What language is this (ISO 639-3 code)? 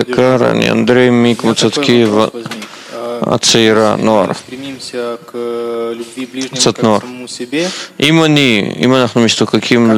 heb